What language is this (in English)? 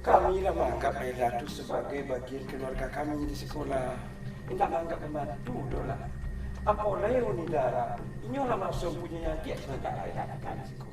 Minangkabau